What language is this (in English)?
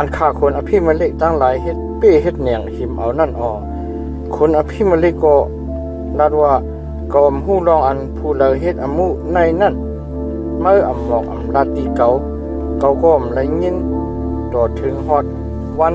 Shan